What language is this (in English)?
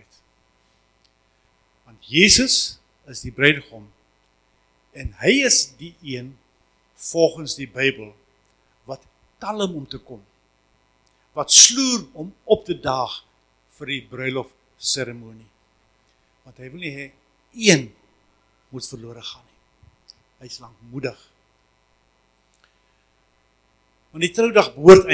Afrikaans